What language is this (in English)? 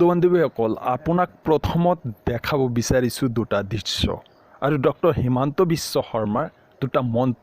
Assamese